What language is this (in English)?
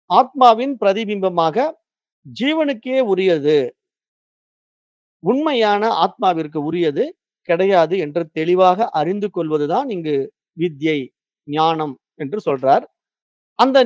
Tamil